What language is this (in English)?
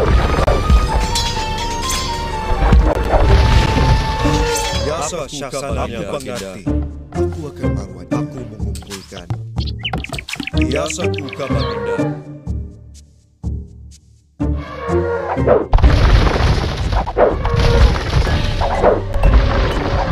Malay